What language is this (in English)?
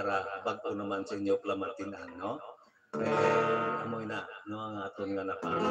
Hiligaynon